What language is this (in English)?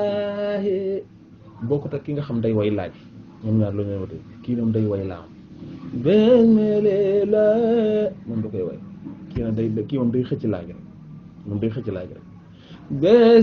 Wolof